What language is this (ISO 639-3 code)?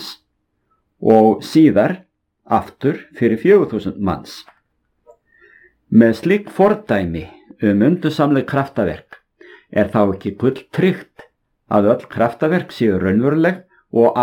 isl